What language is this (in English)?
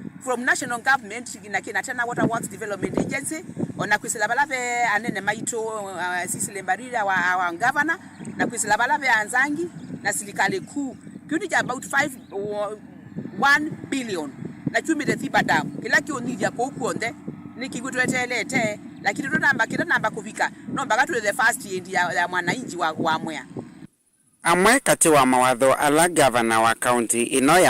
Kamba